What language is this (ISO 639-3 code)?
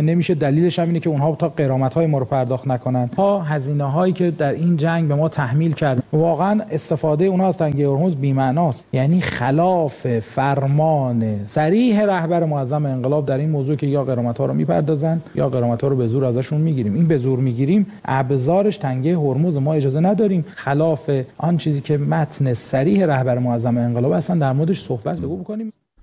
fas